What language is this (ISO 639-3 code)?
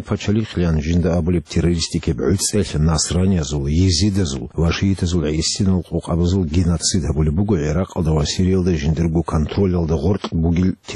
ava